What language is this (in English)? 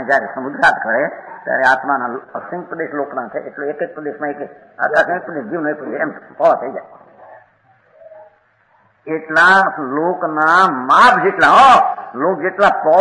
Gujarati